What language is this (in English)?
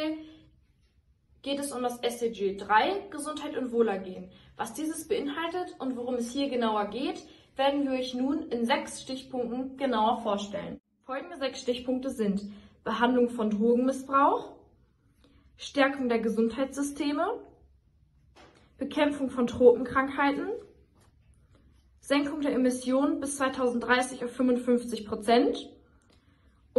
German